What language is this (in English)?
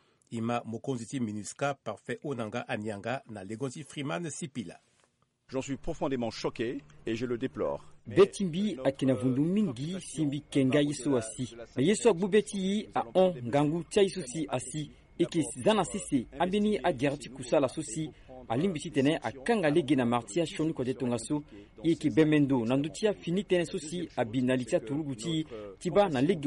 Sango